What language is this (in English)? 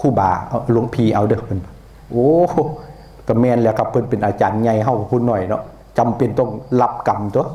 Northeastern Thai